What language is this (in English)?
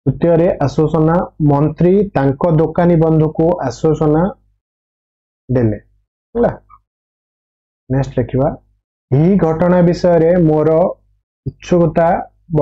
Odia